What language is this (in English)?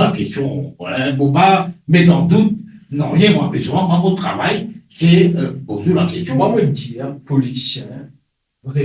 Morisyen